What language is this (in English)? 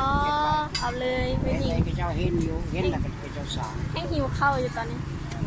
Lao